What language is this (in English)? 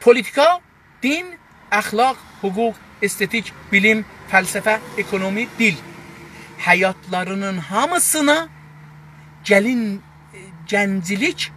South Azerbaijani